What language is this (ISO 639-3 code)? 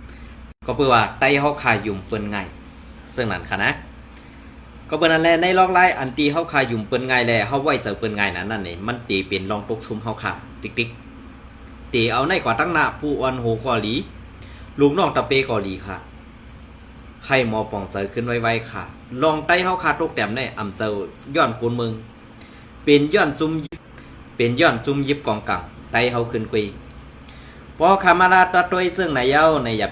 shn